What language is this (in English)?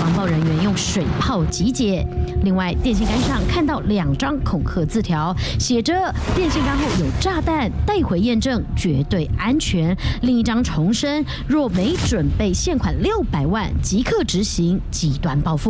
Chinese